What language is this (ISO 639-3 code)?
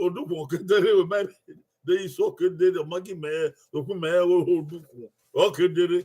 bin